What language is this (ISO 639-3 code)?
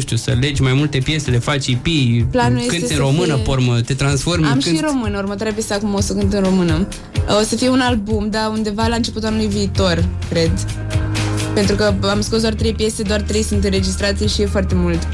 ron